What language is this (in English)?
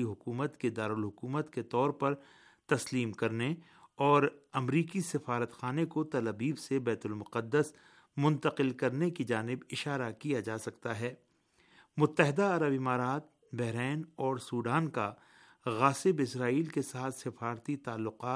Urdu